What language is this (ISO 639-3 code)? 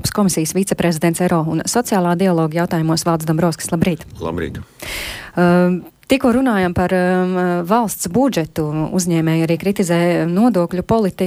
lav